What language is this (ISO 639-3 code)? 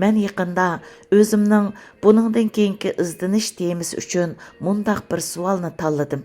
uig